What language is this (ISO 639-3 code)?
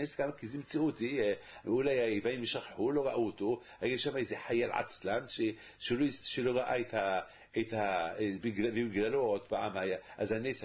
heb